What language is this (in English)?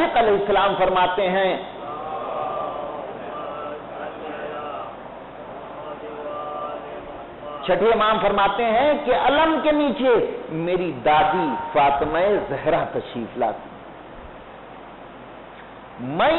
Urdu